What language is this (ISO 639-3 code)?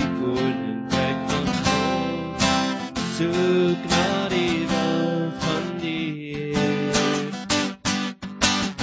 afr